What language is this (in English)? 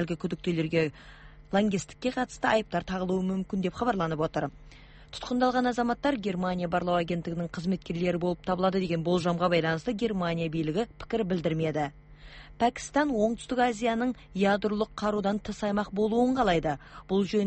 Kazakh